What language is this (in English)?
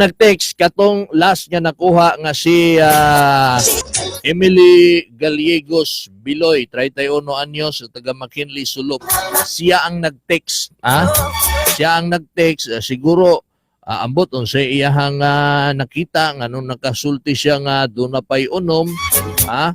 Cebuano